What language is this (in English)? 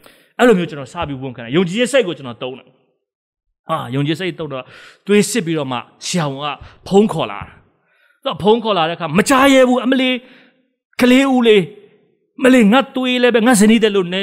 Burmese